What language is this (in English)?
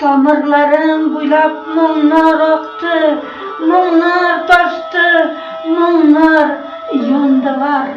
Bashkir